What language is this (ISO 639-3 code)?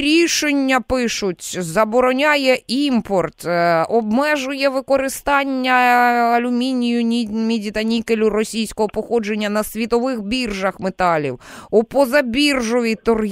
ukr